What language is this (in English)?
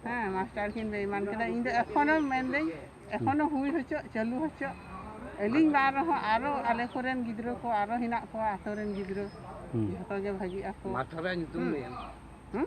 Santali